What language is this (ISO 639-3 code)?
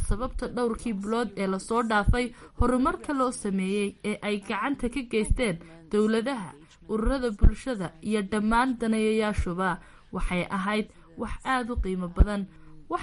som